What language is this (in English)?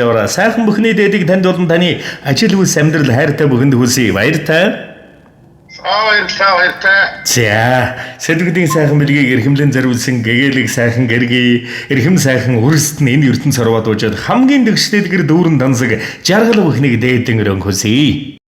Mongolian